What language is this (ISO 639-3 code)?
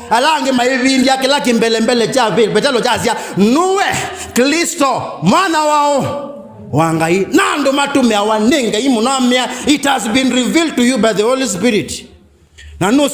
kam